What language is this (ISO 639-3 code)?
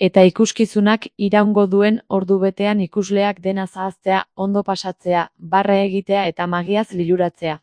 eus